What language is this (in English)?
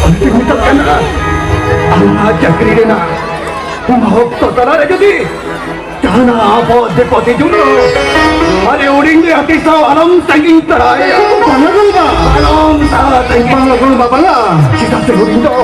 Santali